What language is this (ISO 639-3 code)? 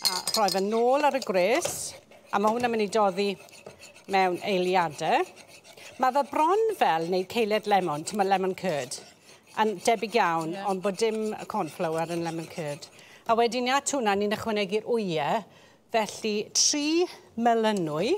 cym